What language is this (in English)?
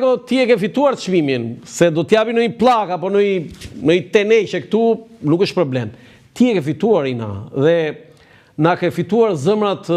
Albanian